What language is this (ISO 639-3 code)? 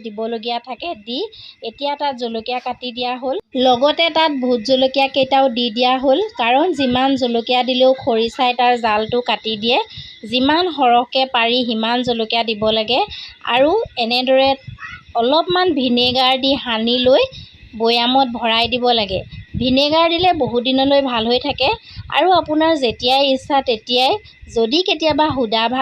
asm